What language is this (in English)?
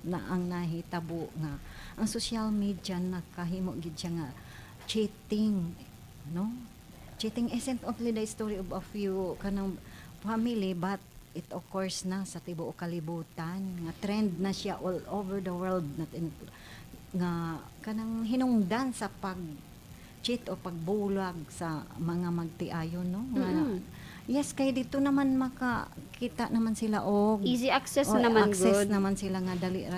Cebuano